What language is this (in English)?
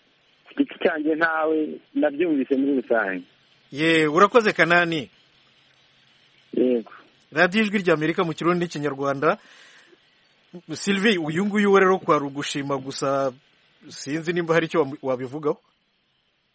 Kinyarwanda